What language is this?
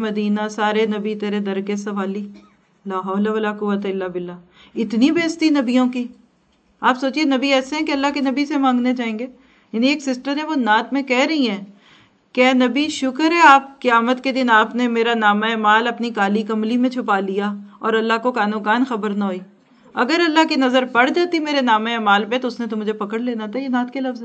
Urdu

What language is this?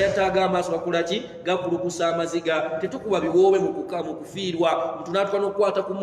Ganda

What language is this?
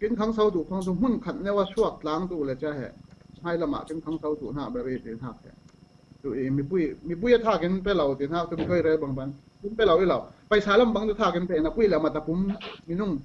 Falam Chin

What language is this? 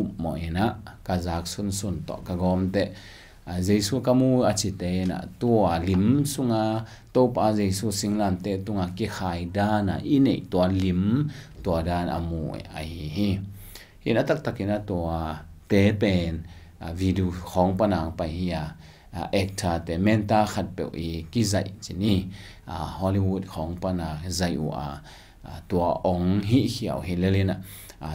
Tedim Chin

